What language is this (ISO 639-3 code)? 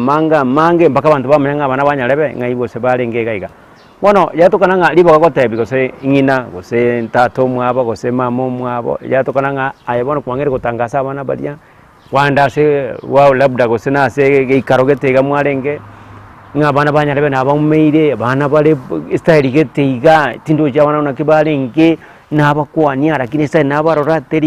guz